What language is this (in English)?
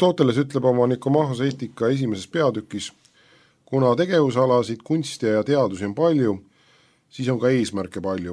Estonian